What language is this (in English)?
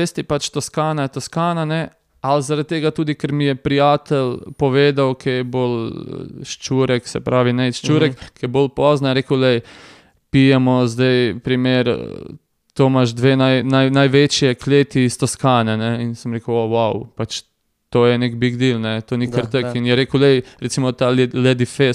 Slovenian